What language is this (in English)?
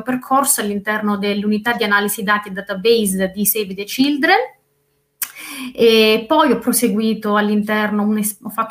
Italian